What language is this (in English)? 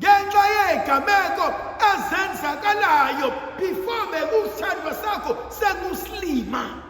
Zulu